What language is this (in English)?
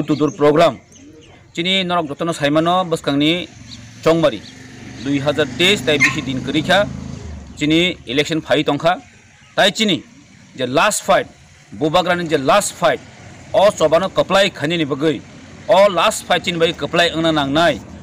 Kok Borok